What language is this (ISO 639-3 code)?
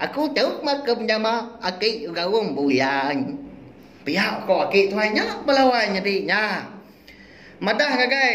iba